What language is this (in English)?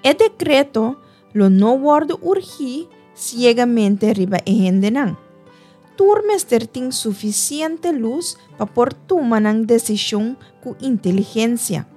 Papiamento